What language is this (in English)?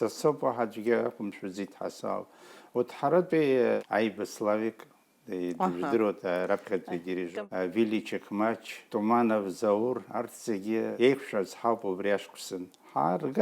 Abkhazian